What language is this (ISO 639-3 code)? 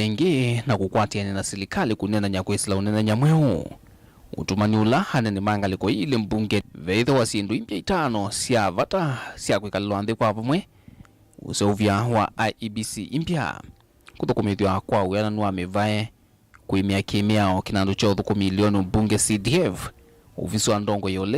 kam